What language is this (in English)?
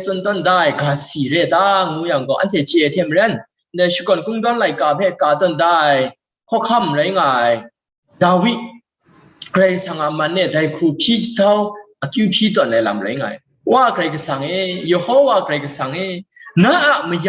Kachin